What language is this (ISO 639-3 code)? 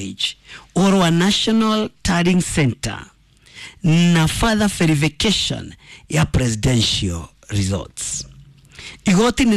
kik